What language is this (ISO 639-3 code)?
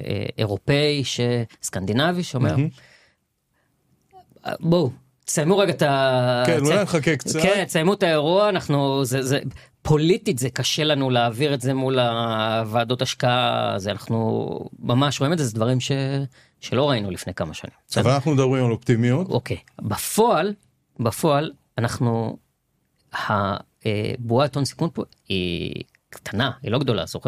heb